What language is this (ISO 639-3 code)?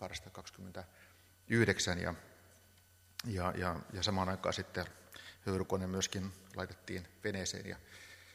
fin